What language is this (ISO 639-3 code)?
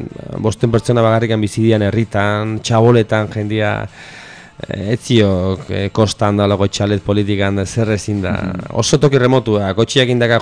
eus